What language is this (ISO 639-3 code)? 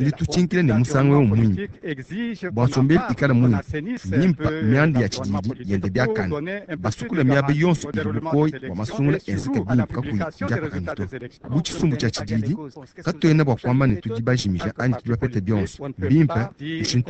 lua